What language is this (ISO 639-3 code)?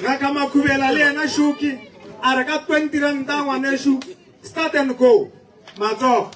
nso